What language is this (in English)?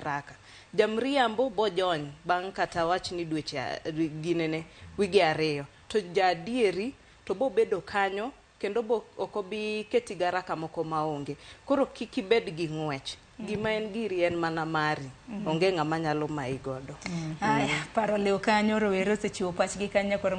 Luo (Kenya and Tanzania)